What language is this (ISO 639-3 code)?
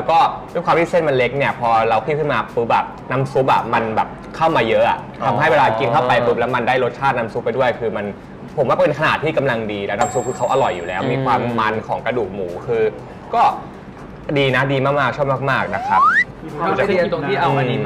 tha